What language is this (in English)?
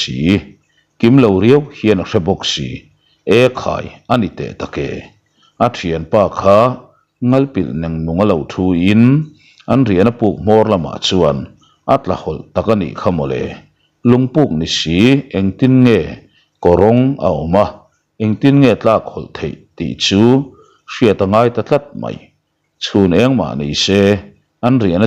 Mizo